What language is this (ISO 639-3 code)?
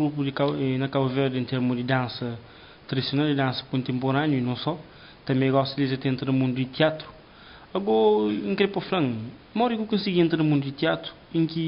kea